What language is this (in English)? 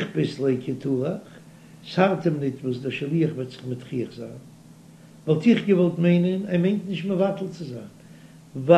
Yiddish